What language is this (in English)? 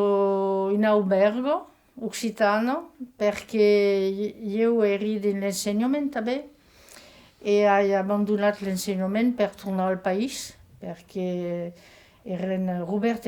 Occitan